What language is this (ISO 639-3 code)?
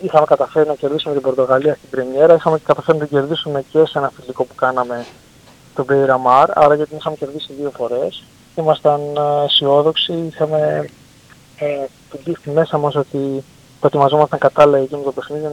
ell